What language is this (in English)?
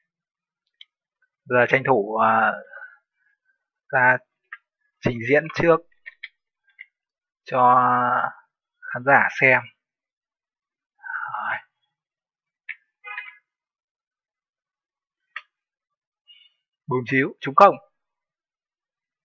Vietnamese